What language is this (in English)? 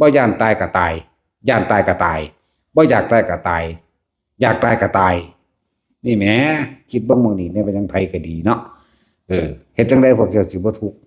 Northeastern Thai